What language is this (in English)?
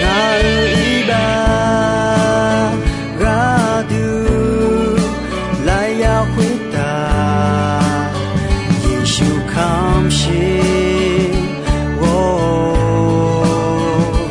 Akha